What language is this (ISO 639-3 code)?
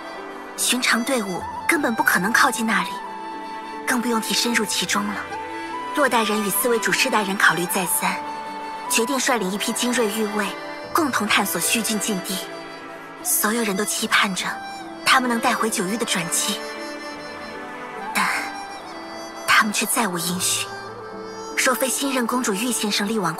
zho